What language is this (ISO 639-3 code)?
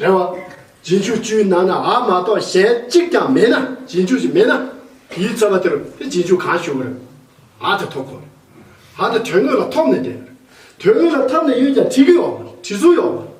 bod